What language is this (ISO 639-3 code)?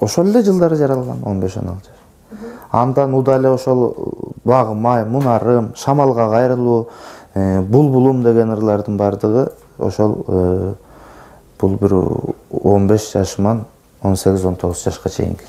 kir